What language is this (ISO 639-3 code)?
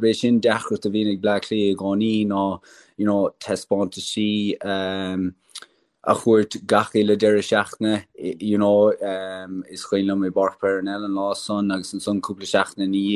gle